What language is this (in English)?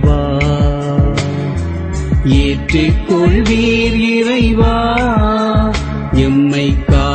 Tamil